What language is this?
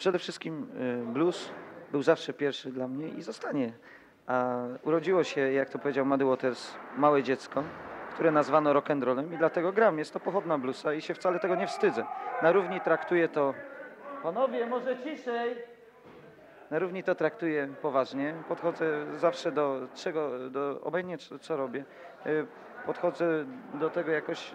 Polish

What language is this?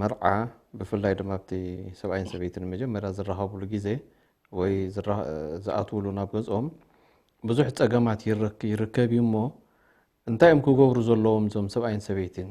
Tigrinya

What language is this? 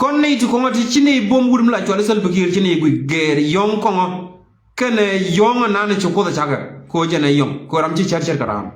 Nuer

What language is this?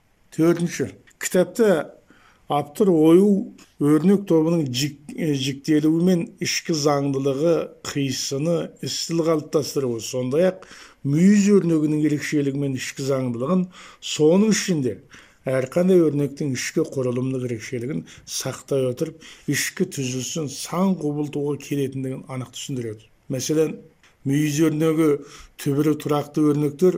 Kazakh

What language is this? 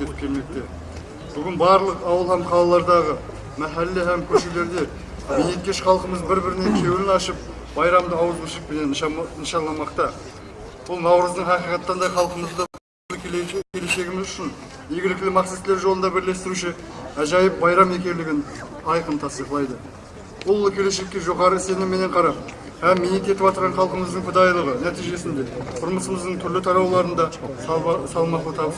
Kara-Kalpak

